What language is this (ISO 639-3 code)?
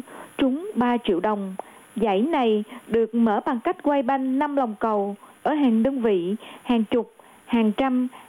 vie